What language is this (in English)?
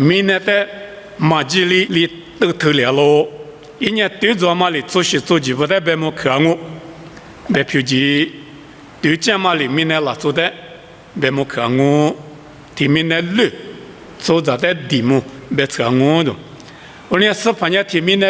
Lisu